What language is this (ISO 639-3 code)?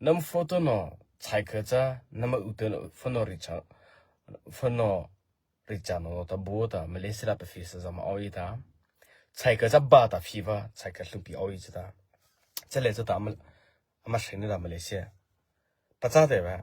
mrh